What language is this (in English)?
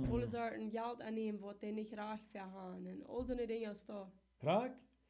Plautdietsch